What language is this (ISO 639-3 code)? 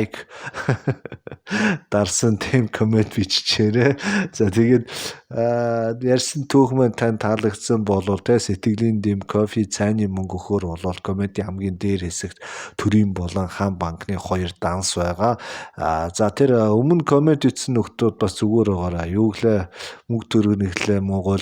mon